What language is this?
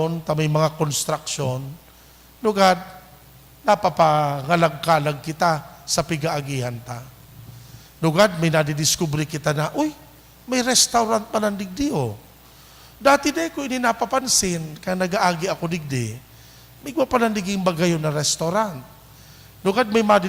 Bikol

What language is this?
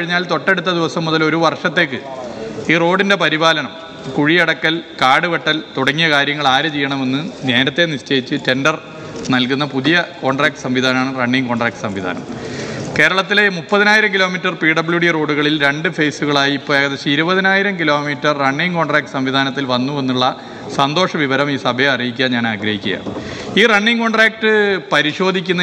Malayalam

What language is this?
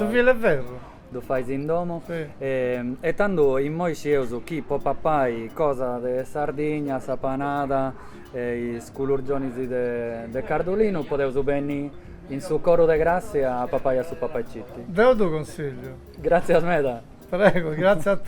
Sardinian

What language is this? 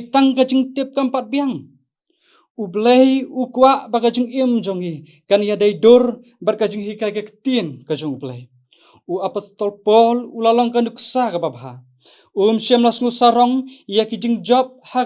Khasi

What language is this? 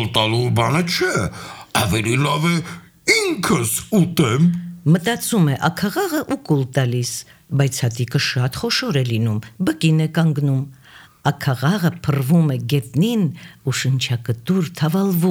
Armenian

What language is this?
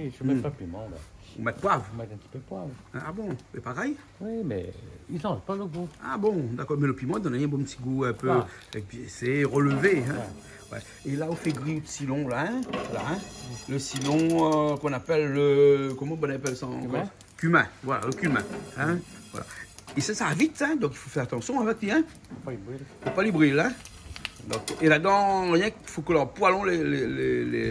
Réunion Creole French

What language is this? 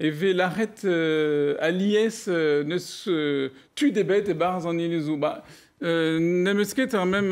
Breton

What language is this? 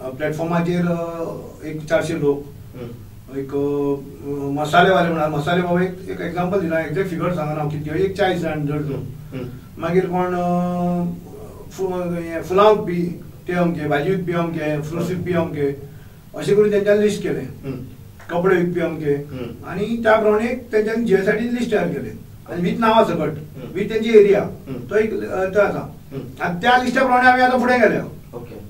Konkani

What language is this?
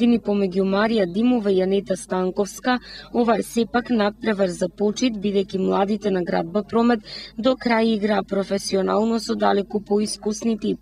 Macedonian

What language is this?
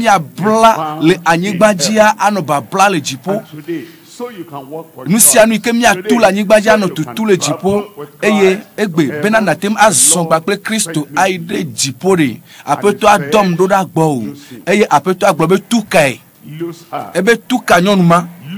Ewe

